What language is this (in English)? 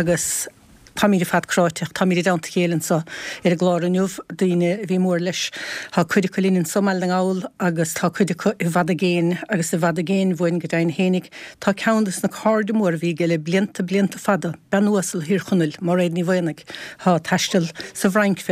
Irish